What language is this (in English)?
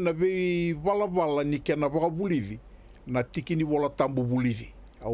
Fijian